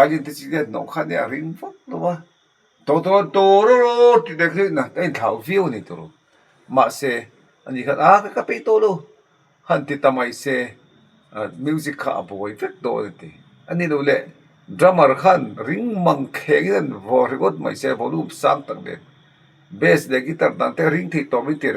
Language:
Mizo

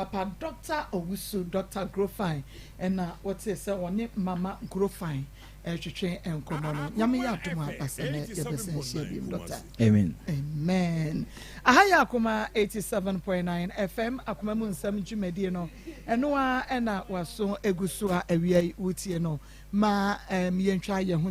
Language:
Akan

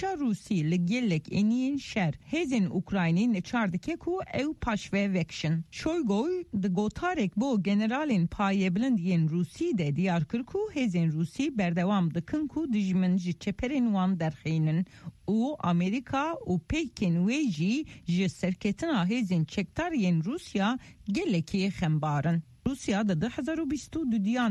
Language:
Kurdish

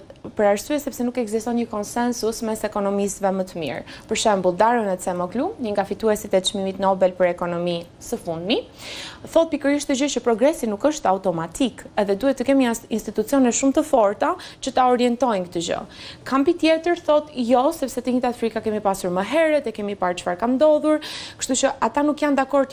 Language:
Albanian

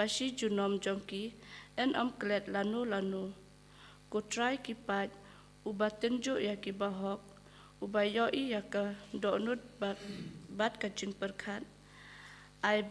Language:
Khasi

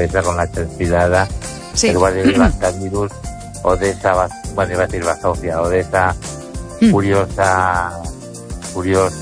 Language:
Spanish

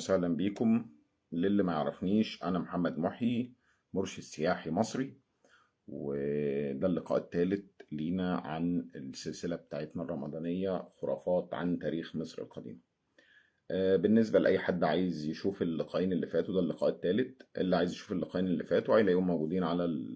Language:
Egyptian Arabic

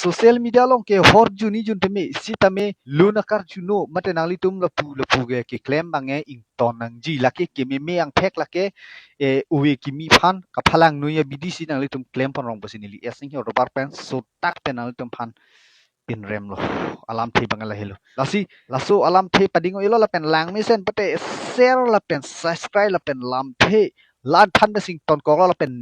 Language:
Karbi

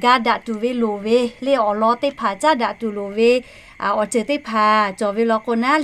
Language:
Lahu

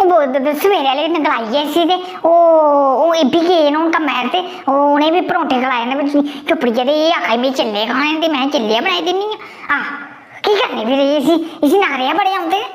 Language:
Dogri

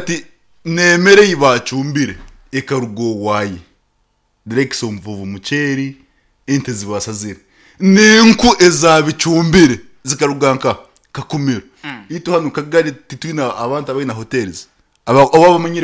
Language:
Nyankole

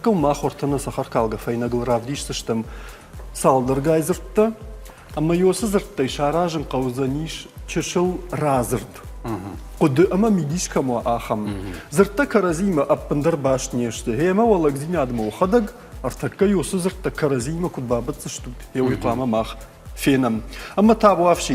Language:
Ossetic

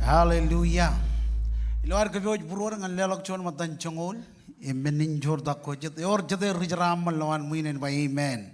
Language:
Marshallese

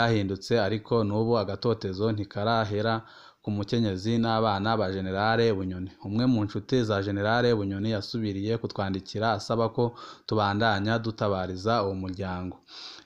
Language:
Rundi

